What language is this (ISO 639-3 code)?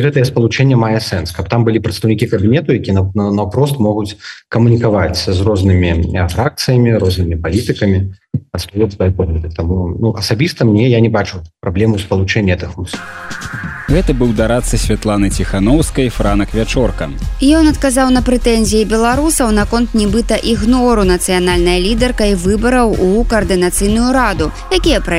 bel